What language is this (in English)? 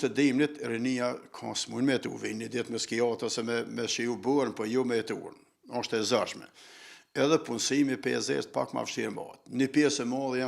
Albanian